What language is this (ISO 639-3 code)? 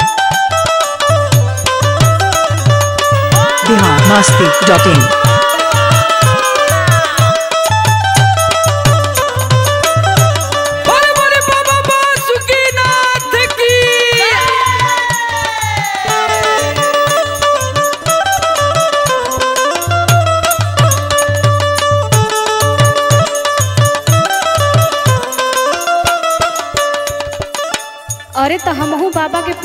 bho